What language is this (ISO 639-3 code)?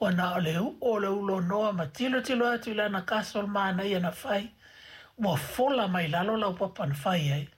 smo